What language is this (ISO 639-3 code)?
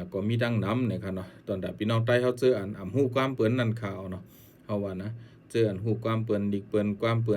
shn